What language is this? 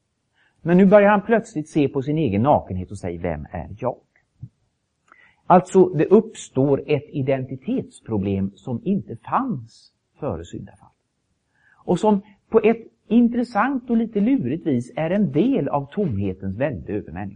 Swedish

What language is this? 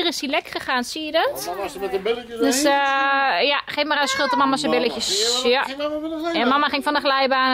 Dutch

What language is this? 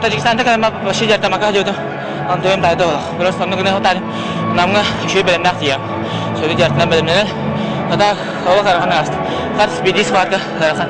Yakut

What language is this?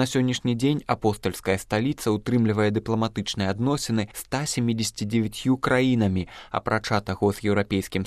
Belarusian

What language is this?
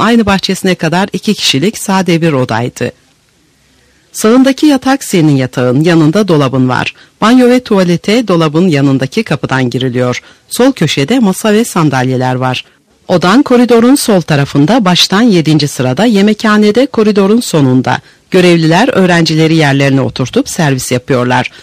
Turkish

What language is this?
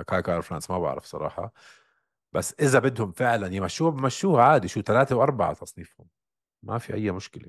North Levantine Arabic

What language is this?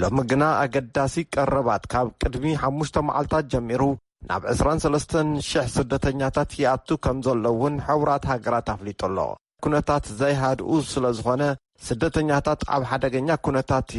Tigrinya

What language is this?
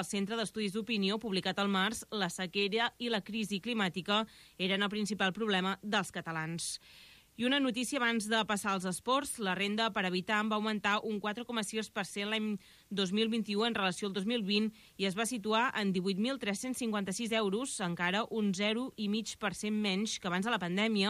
Catalan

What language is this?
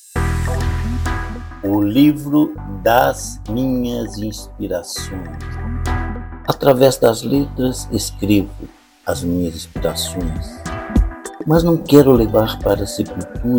Portuguese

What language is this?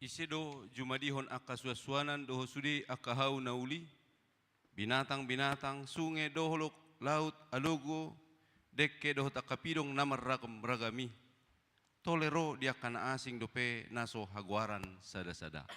Batak Toba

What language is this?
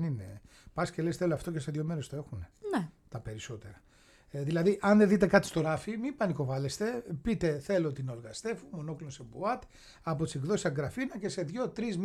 Greek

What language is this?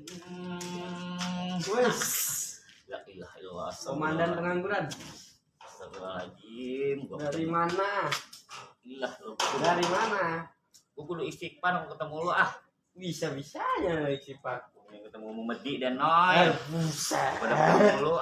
Betawi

